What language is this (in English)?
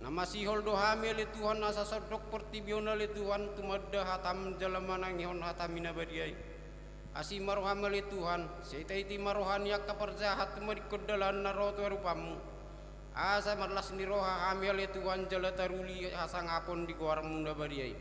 Batak Toba